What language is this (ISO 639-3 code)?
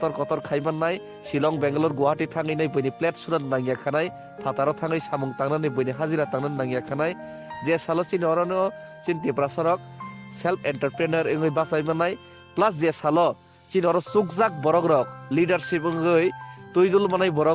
trp